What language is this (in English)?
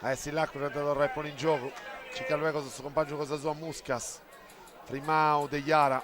Sardinian